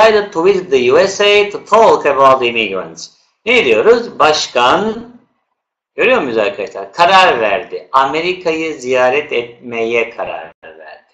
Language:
Turkish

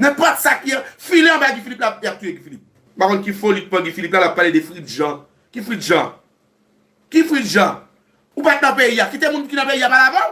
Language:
Haitian Creole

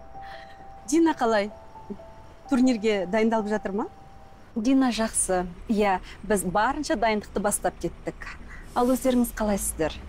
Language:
Kazakh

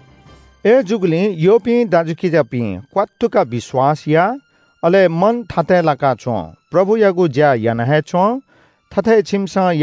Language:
Newari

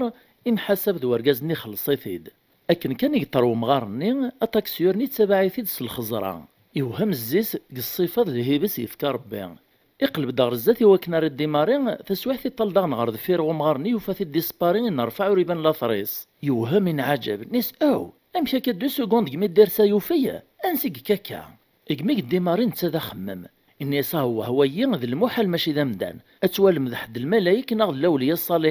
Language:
Kabyle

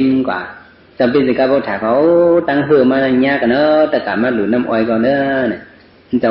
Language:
Shan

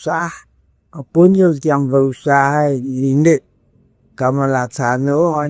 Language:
Balinese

